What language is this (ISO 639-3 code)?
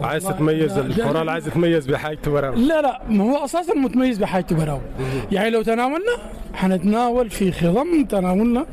apd